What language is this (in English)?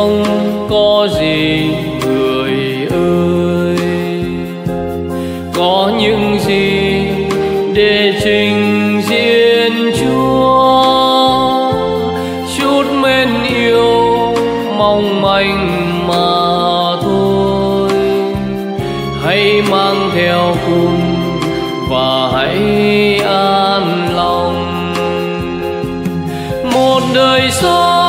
Vietnamese